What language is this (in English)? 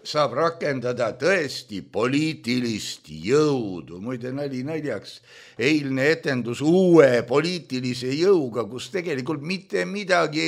Estonian